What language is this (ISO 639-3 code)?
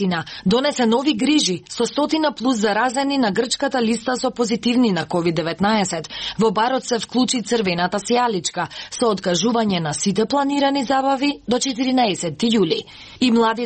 mkd